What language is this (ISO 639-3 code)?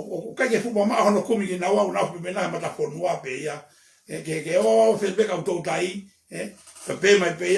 ton